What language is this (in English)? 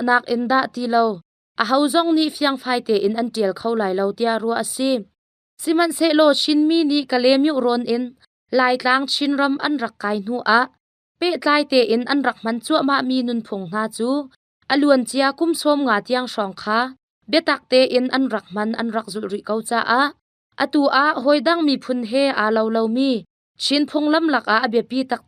Hakha Chin